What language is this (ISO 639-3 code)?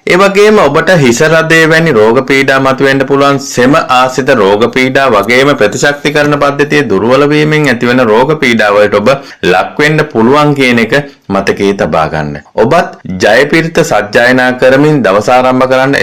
sin